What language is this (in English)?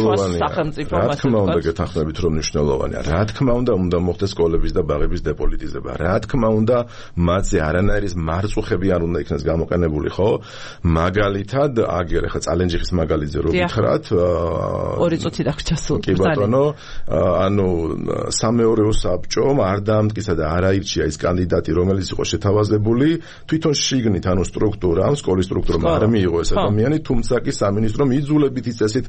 Georgian